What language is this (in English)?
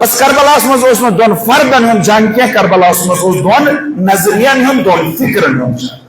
Kashmiri